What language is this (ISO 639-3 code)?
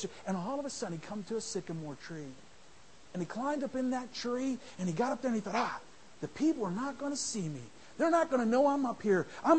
eng